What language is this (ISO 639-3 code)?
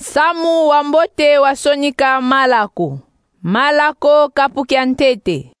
kon